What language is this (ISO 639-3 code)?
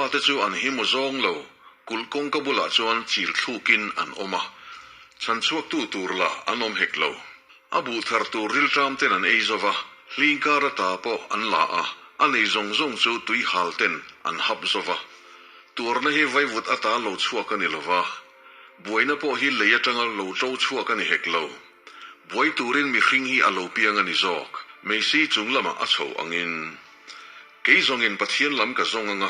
lus